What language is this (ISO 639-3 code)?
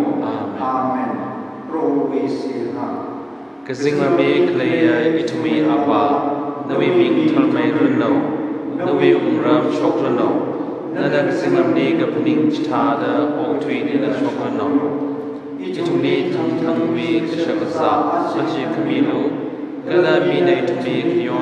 nmf